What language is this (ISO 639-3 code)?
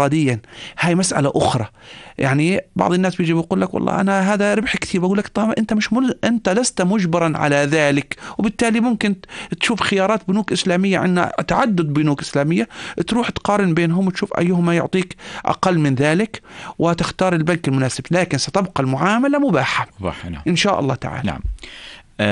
apc